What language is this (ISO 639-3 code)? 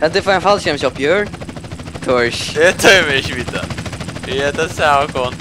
fao